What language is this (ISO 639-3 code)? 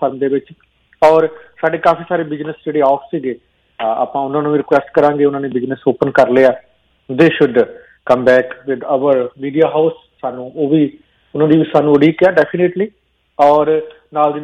pan